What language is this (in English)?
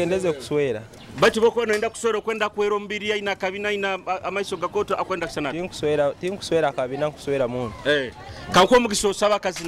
Nyoro